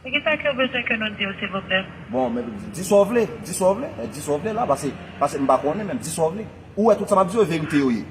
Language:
Haitian Creole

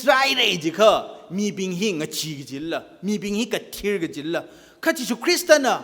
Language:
Tangkhul Naga (India)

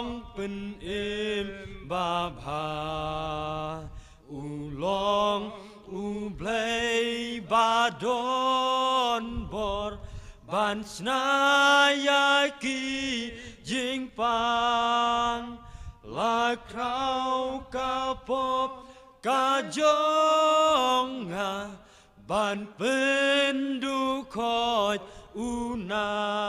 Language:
Khasi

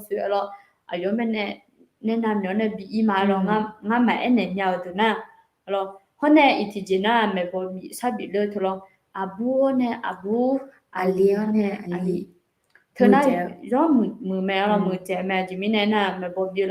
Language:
Akha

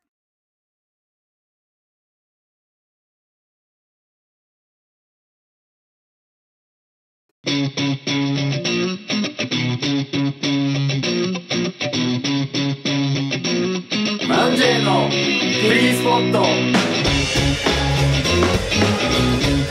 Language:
Japanese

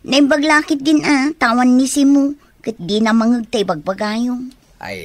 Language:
Iloko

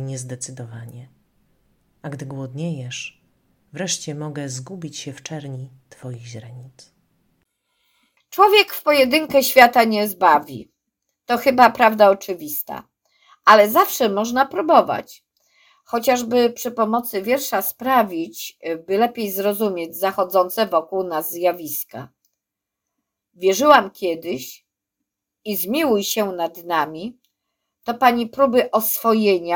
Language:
Polish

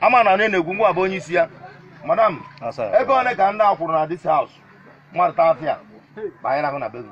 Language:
Igbo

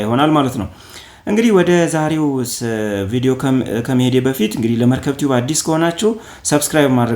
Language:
Amharic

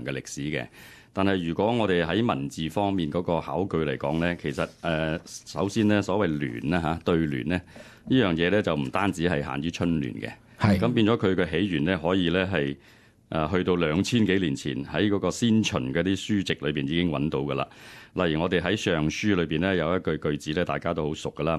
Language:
Cantonese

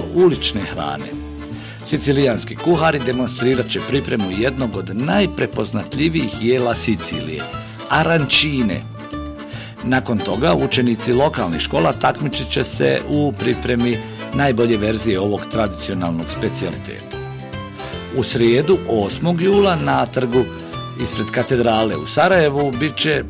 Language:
Bosnian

